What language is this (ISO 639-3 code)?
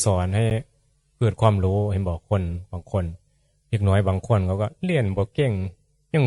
tts